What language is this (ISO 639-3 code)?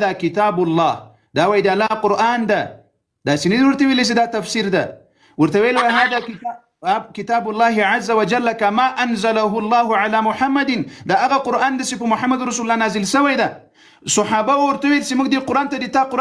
pus